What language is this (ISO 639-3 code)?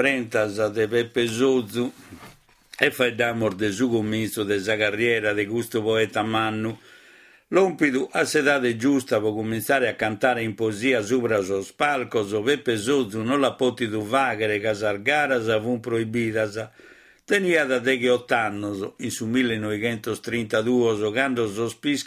srd